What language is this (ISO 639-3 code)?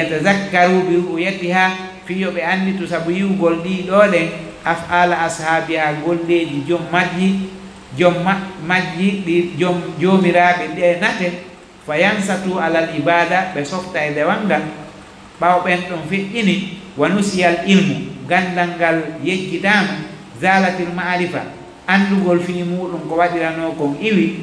ful